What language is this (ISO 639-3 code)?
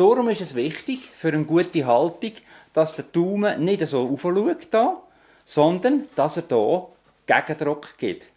gsw